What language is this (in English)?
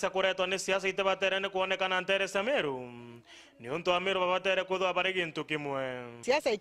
Meru